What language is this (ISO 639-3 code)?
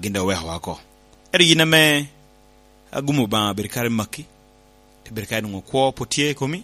laj